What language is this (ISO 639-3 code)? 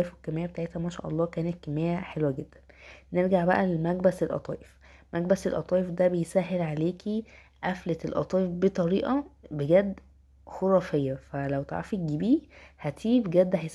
arz